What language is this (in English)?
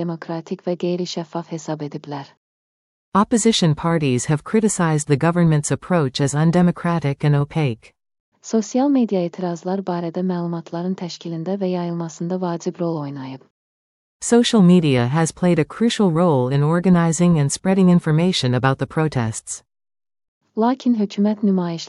Azerbaijani